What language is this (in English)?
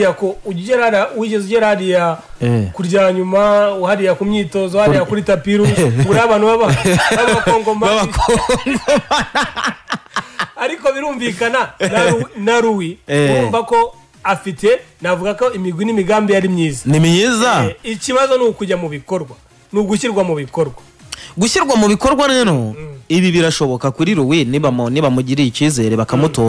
Kinyarwanda